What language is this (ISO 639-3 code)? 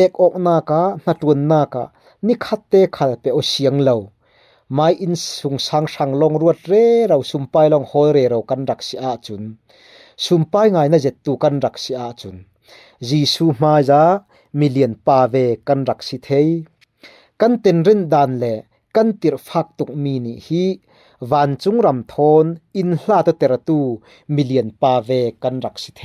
cfm